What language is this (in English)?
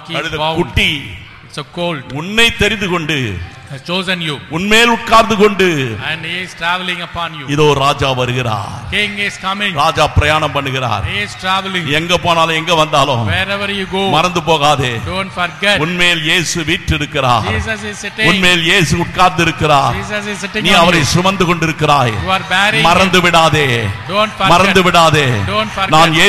Tamil